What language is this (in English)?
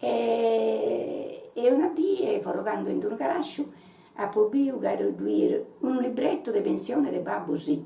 Sardinian